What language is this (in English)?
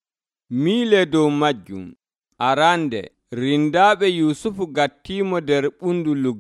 Nigerian Fulfulde